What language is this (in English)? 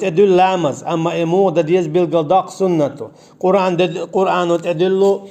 Chechen